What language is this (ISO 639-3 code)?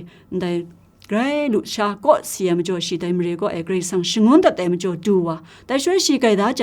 kac